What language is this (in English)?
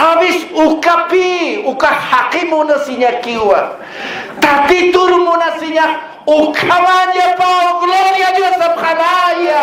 Aymara